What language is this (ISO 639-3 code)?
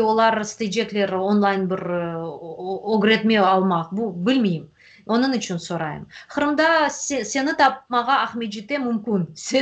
crh